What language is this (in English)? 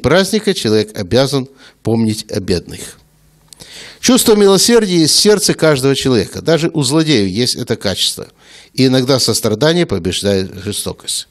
Russian